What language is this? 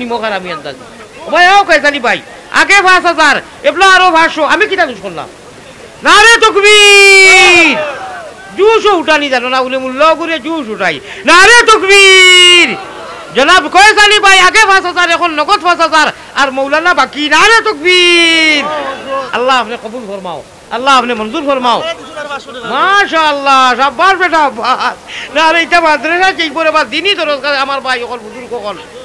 Sylheti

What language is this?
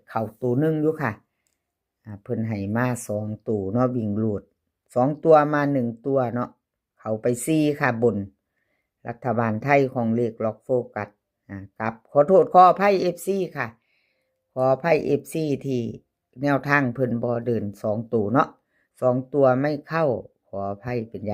Northeastern Thai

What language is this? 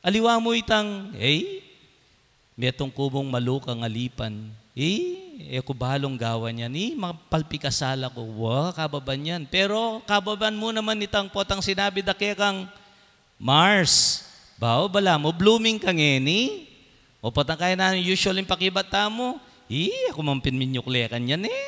Pampanga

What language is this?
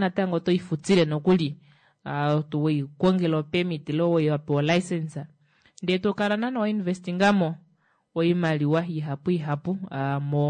Kuanyama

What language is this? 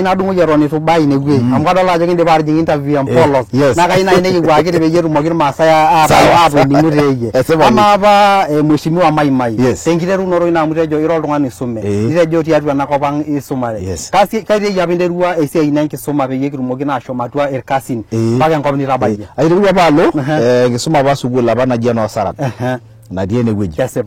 Masai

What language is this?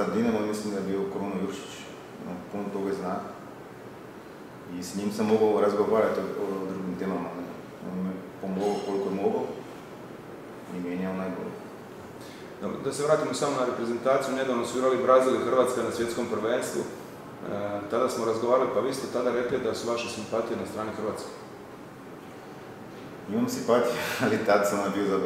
Croatian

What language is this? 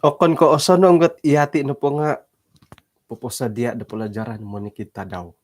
Central Dusun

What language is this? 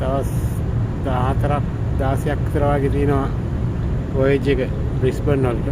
Sinhala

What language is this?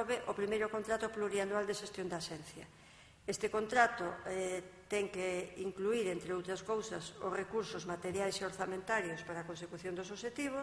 Galician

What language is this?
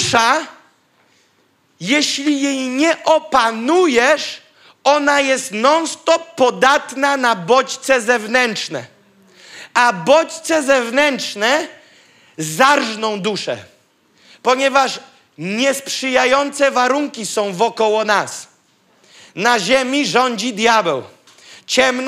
Polish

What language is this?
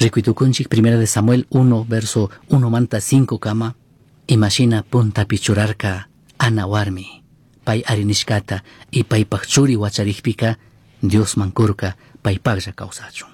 Chimborazo Highland Quichua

